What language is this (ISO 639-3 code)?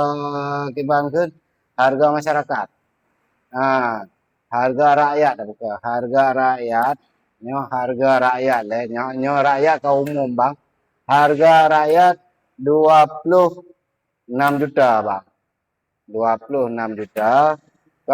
ace